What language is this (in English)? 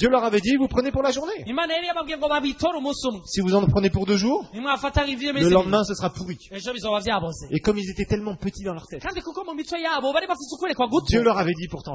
Rundi